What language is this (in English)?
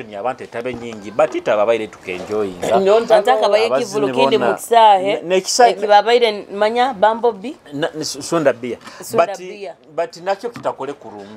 Nyoro